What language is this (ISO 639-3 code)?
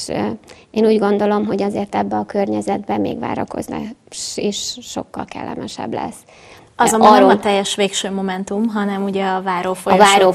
hun